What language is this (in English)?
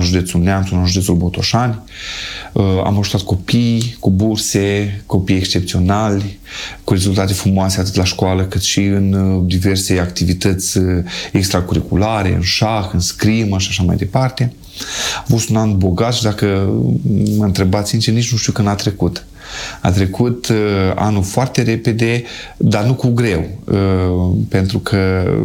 Romanian